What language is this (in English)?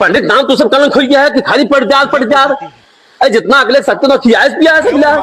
Awadhi